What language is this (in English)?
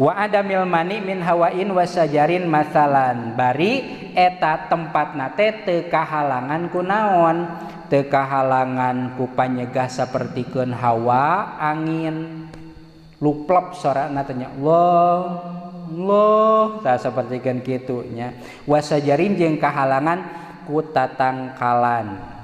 Sundanese